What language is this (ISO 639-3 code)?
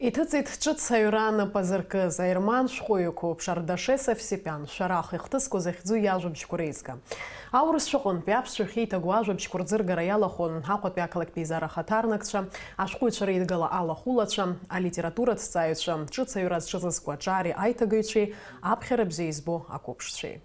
abk